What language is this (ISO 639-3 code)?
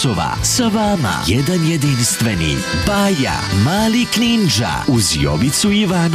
srp